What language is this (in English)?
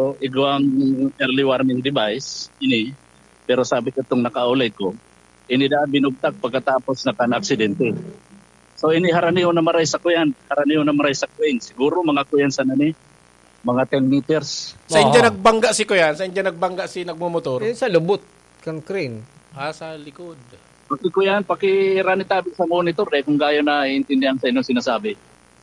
Bikol